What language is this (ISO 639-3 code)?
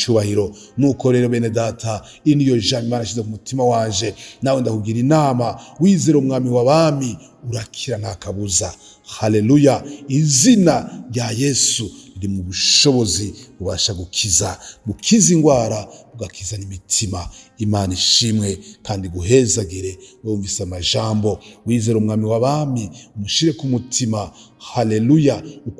run